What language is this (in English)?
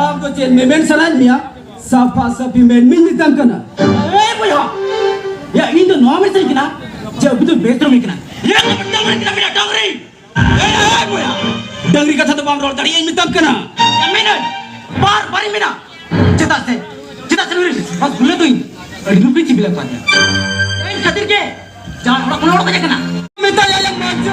Santali